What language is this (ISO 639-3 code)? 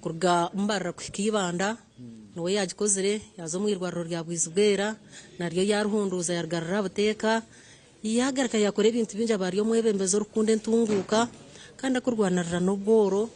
nyn